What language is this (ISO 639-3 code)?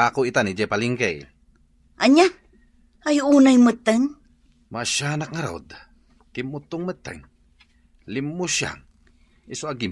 ilo